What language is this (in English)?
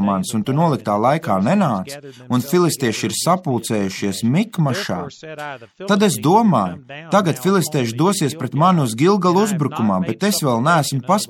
Latvian